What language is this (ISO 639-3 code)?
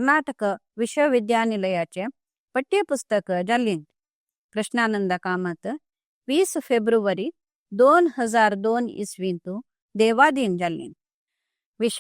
kok